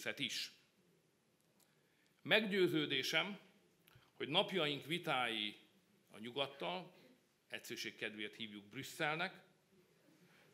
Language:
Hungarian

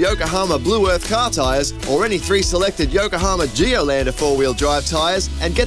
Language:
English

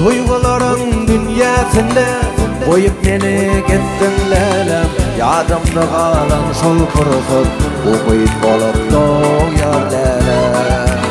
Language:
Turkmen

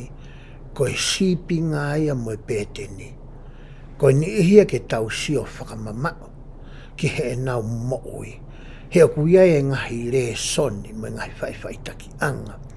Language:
Tongan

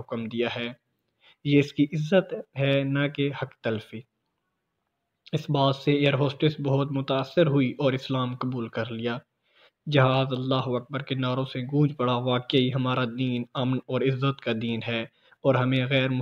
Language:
Urdu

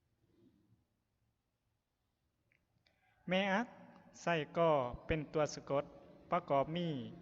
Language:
Lao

